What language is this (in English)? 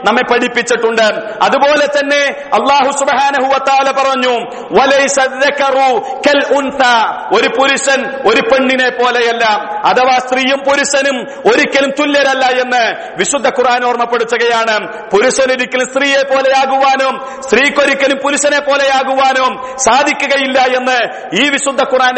Malayalam